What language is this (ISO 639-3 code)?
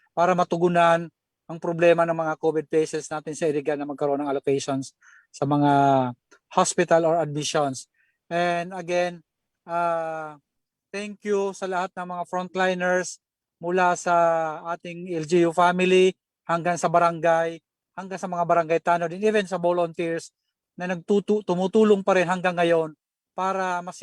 bik